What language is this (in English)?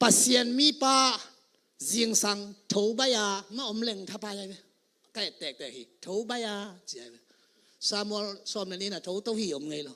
Tedim Chin